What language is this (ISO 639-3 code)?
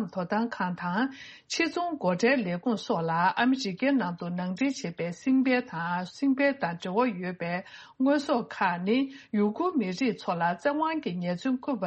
bod